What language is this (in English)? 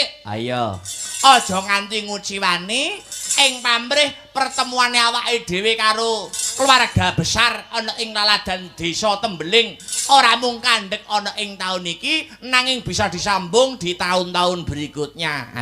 Javanese